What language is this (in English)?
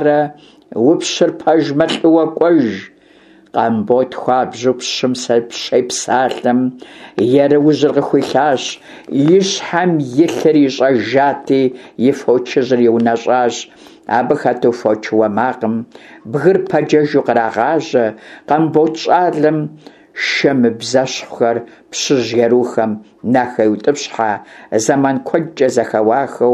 Kabardian